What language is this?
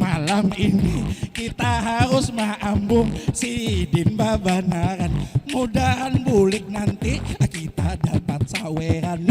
Banjar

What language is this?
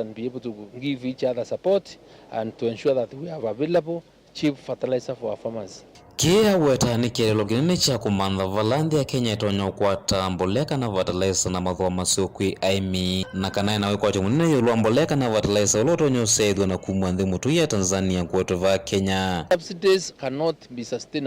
Kamba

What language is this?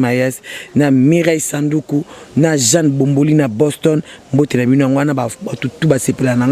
Lingala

